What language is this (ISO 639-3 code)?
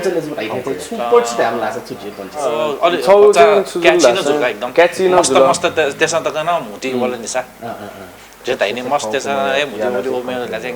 new